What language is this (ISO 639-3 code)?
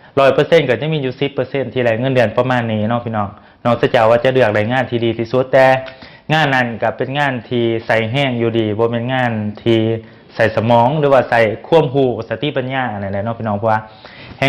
lao